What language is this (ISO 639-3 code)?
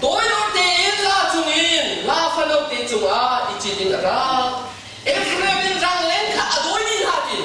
cnh